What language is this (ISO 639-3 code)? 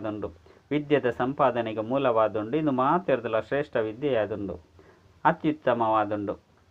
tcy